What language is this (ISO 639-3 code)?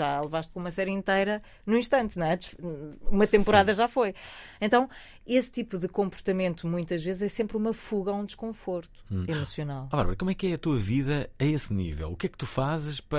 por